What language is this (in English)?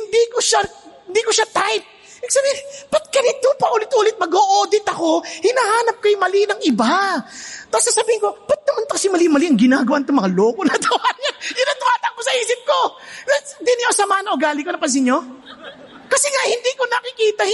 Filipino